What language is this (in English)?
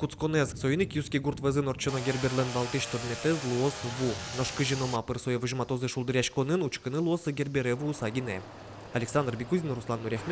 Udmurt